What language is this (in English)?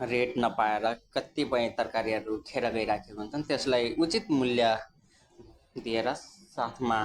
Nepali